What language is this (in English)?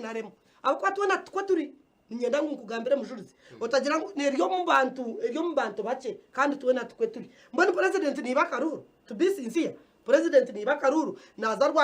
Nyankole